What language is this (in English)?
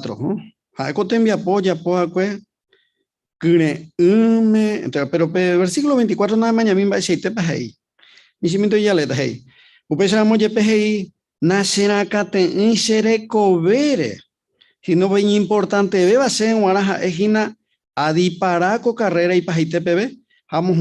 Guarani